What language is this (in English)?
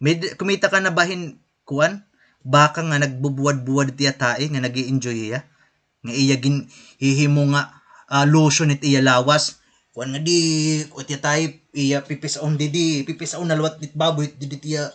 Waray